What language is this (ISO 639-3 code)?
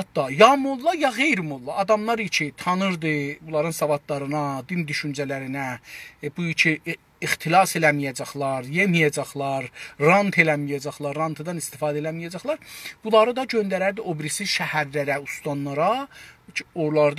azb